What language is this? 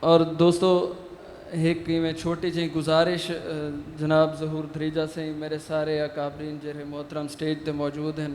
Saraiki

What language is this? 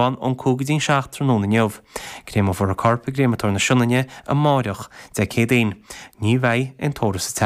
Irish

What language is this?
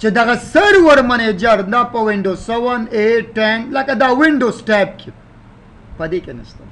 Pashto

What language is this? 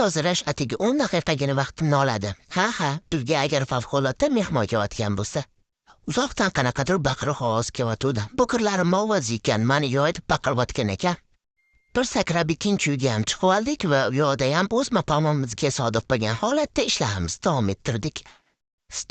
Uzbek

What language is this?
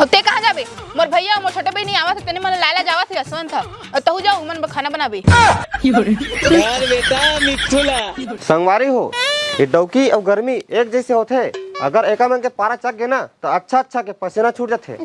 Chhattisgarhi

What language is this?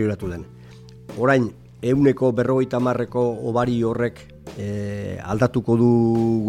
Basque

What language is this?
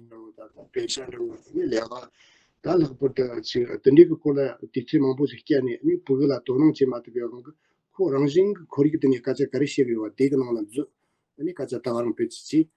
Tibetan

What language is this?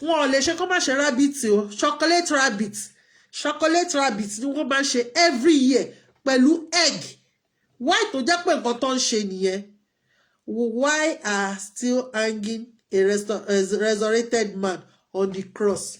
Yoruba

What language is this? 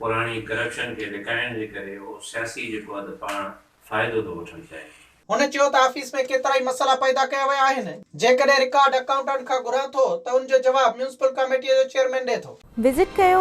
Sindhi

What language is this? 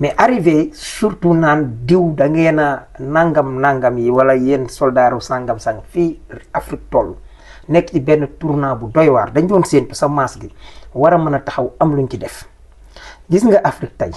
Wolof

